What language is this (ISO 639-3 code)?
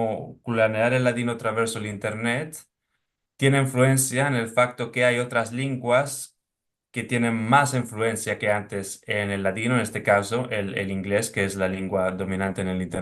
lad